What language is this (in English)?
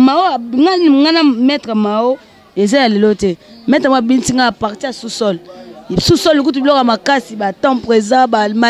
Lingala